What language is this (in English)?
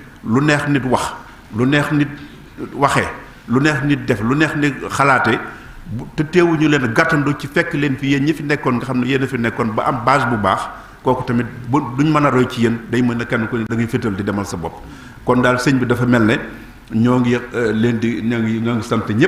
Wolof